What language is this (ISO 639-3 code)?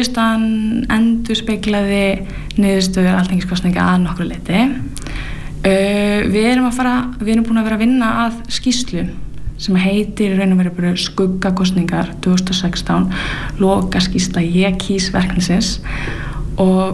isl